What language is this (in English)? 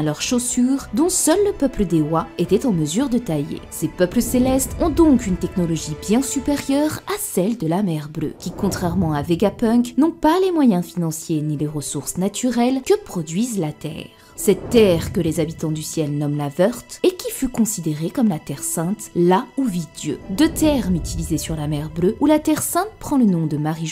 French